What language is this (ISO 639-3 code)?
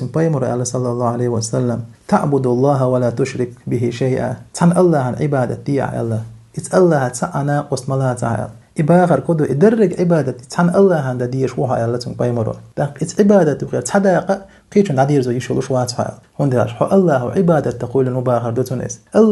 che